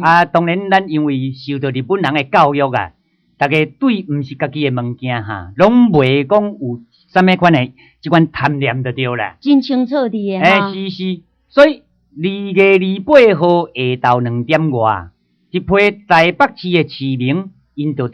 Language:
Min Nan Chinese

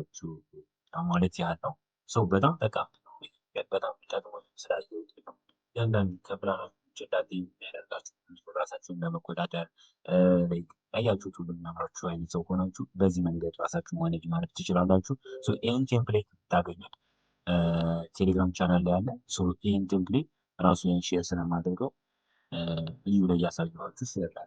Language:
Amharic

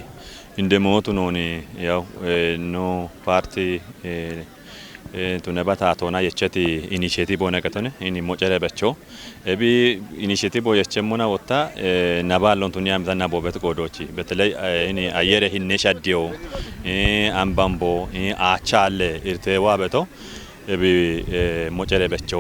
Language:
Kafa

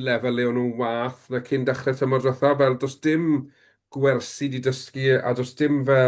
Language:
Welsh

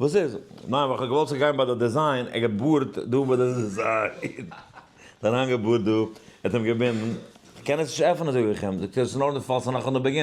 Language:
Yiddish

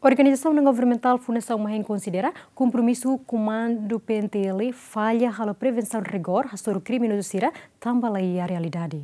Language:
Tetum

